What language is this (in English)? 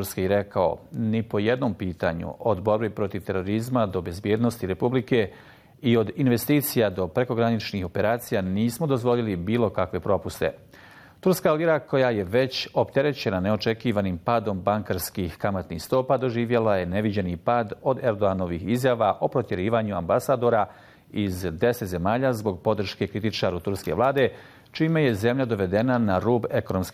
Bosnian